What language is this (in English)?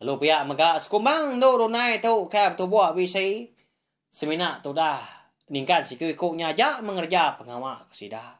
Iban